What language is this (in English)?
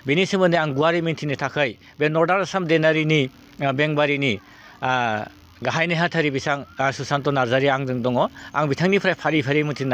Bodo